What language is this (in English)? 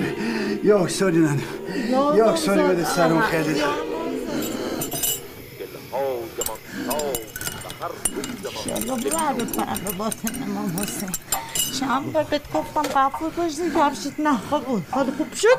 Persian